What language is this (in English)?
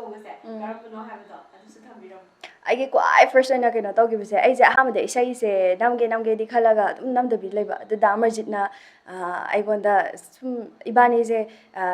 Manipuri